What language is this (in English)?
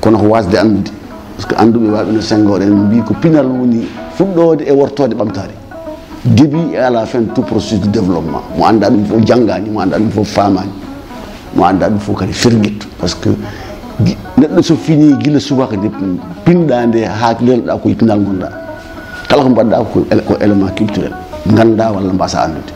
Fula